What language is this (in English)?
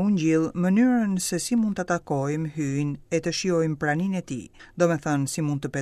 Albanian